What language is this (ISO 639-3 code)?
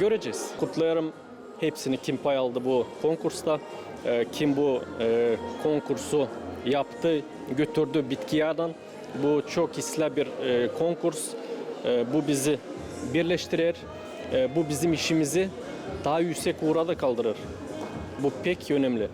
gag